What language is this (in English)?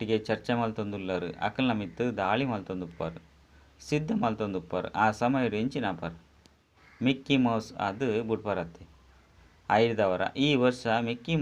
Tulu